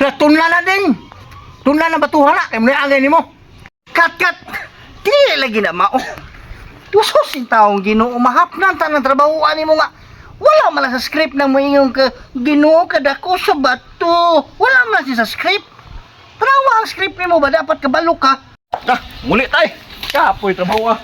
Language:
Cebuano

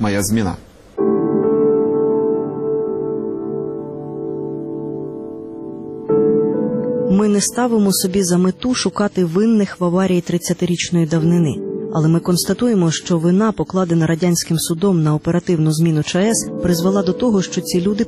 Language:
Ukrainian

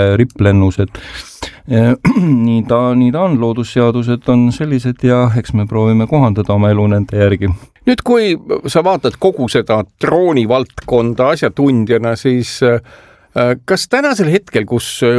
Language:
Estonian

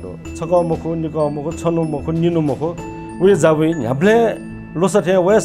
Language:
Newari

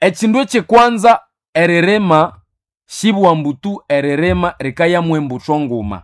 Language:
Nande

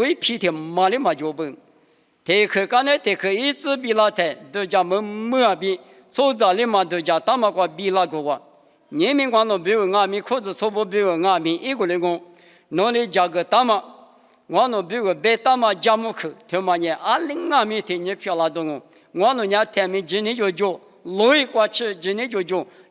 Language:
Lisu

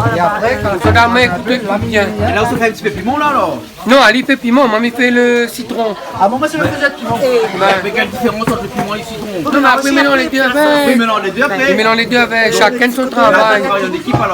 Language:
Réunion Creole French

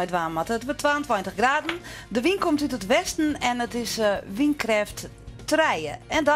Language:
Western Frisian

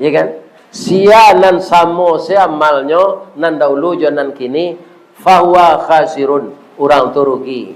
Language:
Minangkabau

